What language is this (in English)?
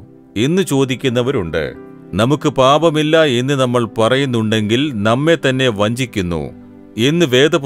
Malayalam